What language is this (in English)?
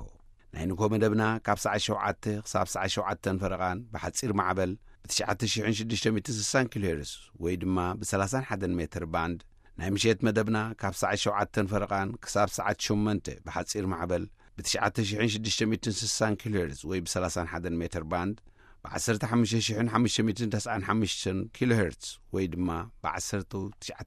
Tigrinya